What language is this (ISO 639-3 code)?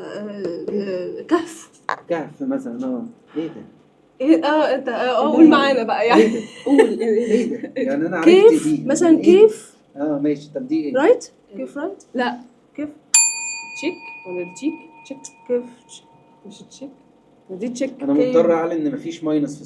arz